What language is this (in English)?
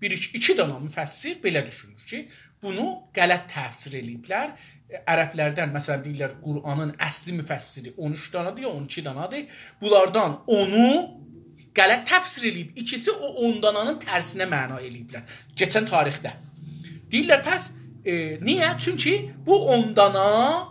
South Azerbaijani